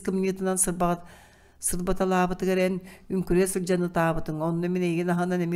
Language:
Yakut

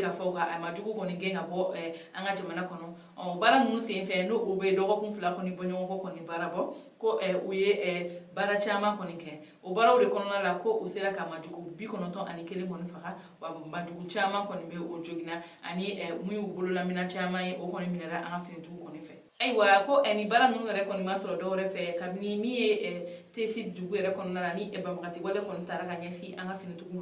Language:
Bambara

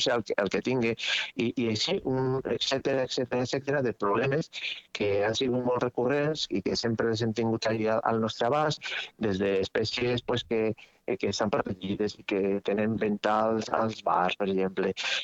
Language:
Catalan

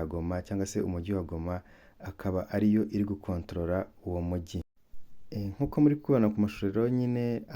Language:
Kinyarwanda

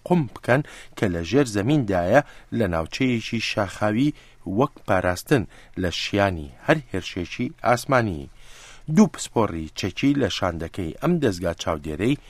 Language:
Central Kurdish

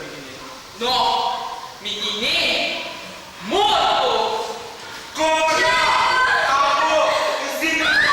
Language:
Papiamento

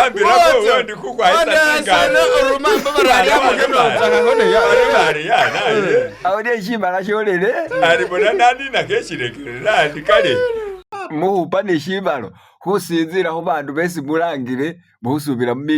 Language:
Masaaba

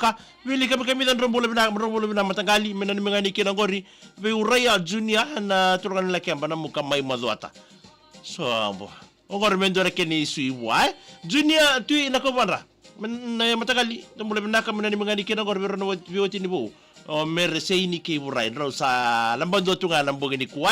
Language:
Fijian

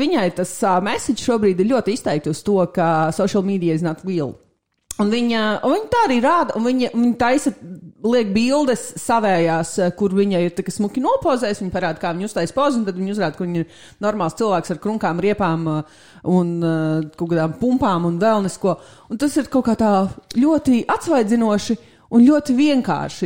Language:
Latvian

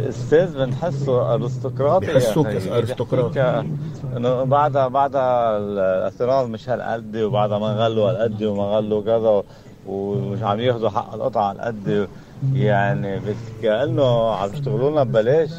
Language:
North Levantine Arabic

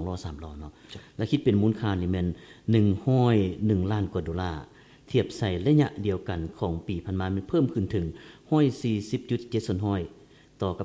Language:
Lao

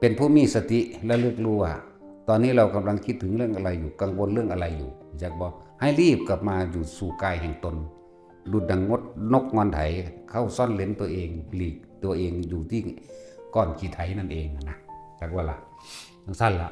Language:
Northeastern Thai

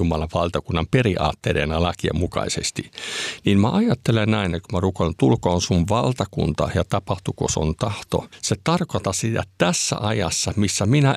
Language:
Finnish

